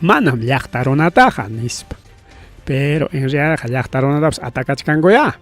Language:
Ayacucho Quechua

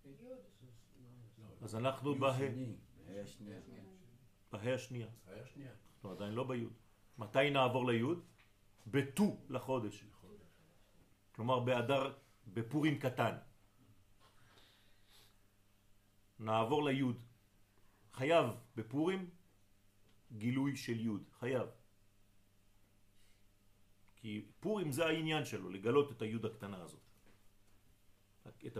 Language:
Hebrew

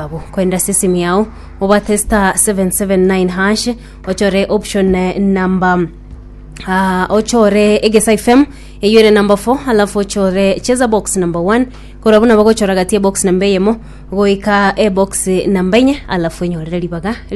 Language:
Gusii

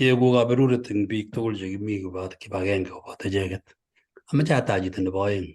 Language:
Kalenjin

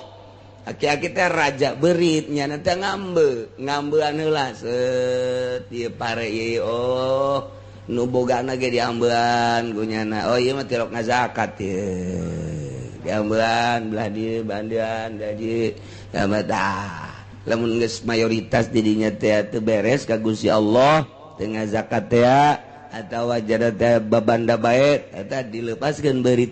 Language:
Sundanese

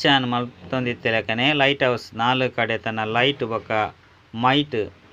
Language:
Tulu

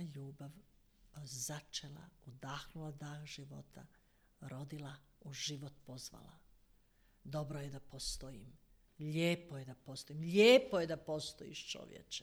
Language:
Croatian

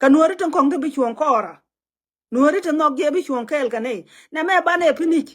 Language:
Nuer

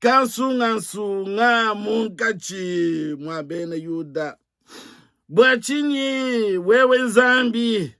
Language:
Luba-Lulua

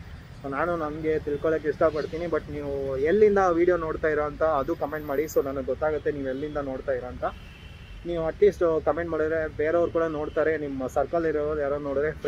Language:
Kannada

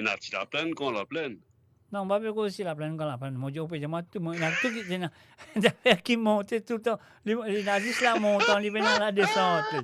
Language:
Morisyen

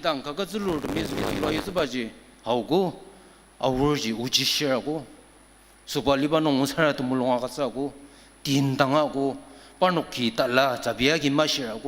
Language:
Ao Naga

